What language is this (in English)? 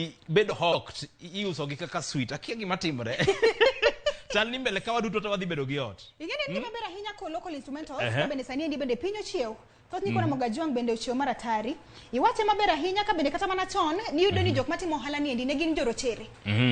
Luo (Kenya and Tanzania)